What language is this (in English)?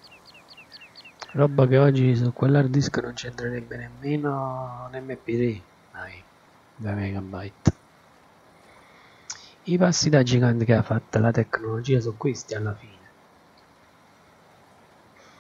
Italian